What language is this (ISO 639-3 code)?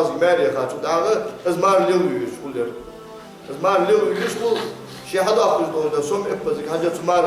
inh